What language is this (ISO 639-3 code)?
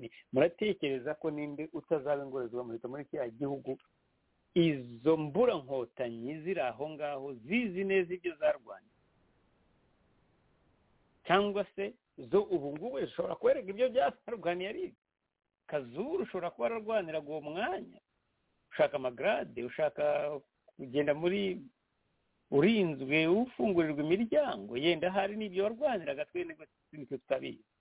kin